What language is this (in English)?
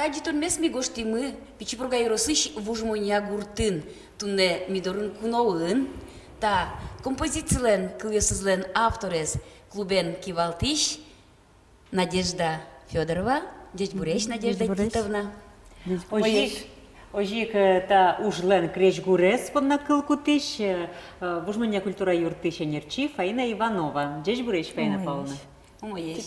Udmurt